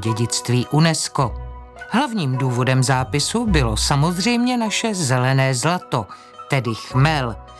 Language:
Czech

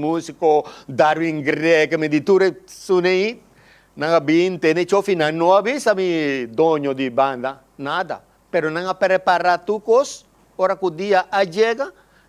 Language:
Papiamento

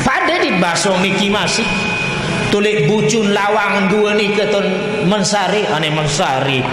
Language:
Sasak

